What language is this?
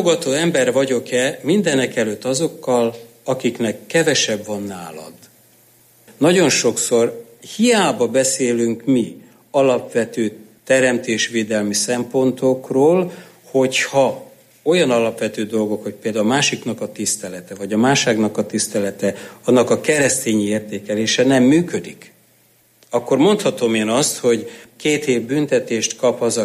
Hungarian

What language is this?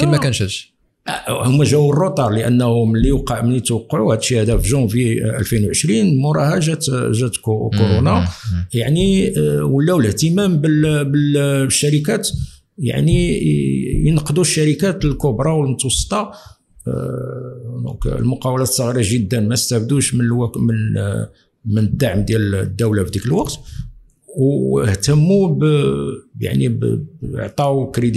Moroccan Arabic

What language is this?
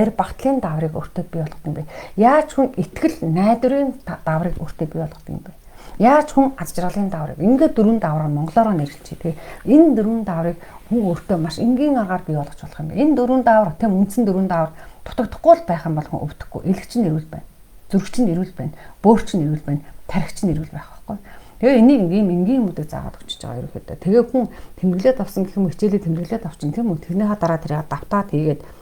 Mongolian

